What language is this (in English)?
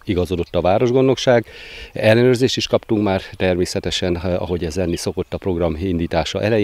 Hungarian